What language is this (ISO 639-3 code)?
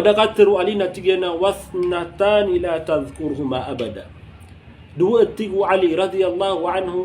mrw